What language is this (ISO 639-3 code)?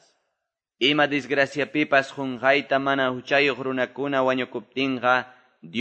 que